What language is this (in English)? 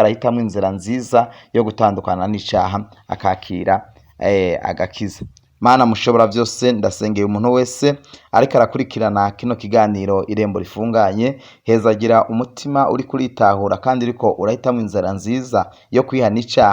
Rundi